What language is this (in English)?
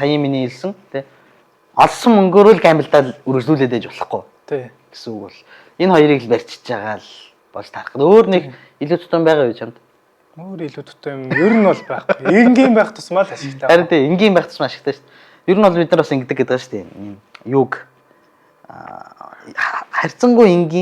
Mongolian